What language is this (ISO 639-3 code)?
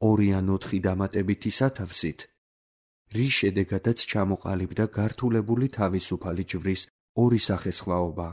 kat